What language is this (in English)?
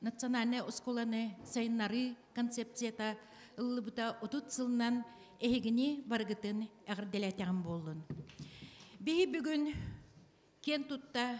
Yakut